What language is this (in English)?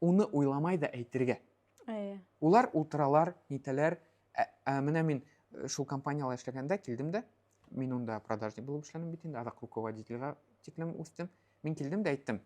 Bashkir